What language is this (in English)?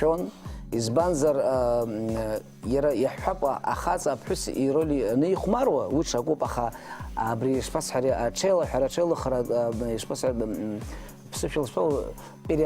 Abkhazian